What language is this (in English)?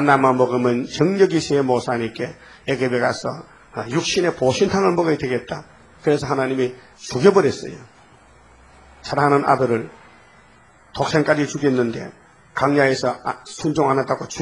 Korean